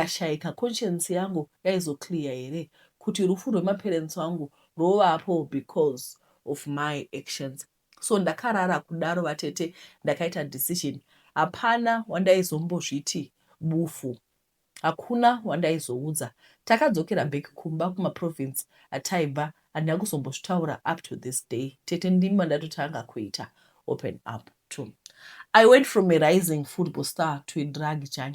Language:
Shona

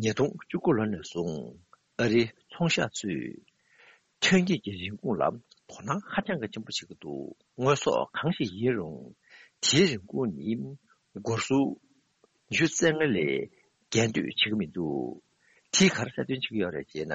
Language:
Tibetan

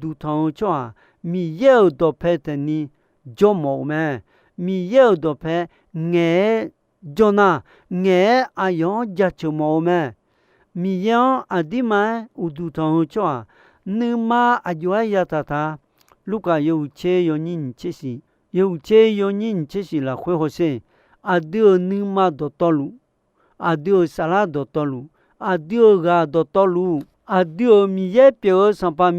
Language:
Akha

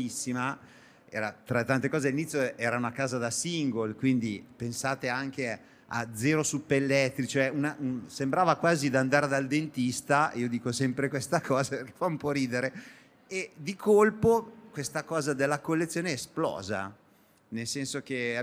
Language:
Italian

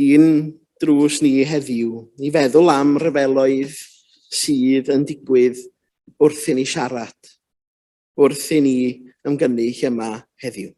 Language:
Welsh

